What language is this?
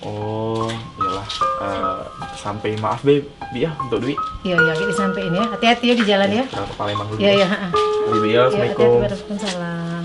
Musi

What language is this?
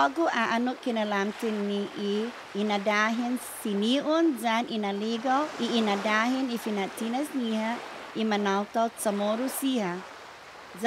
Chamorro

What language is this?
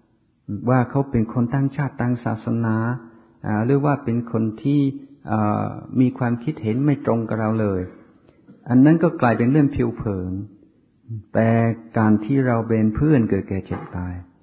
Thai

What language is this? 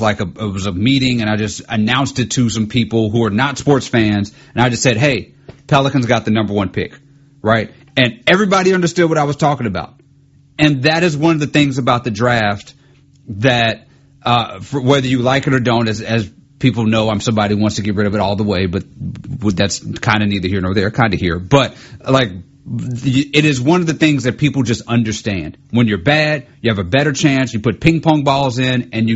English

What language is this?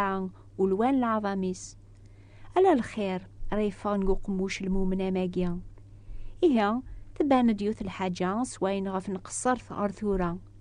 Kabyle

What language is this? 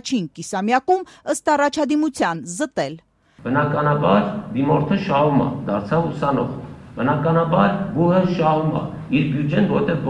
Armenian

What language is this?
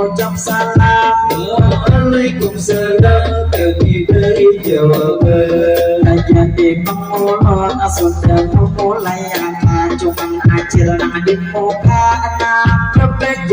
Banjar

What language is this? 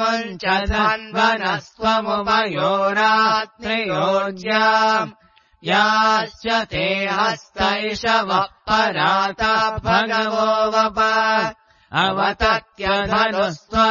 Sanskrit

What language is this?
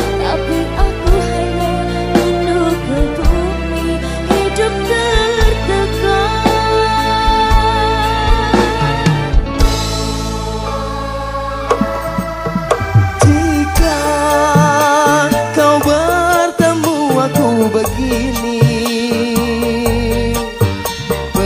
Indonesian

